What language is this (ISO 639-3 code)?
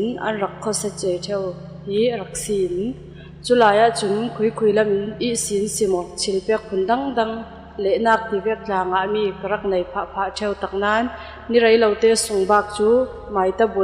cfm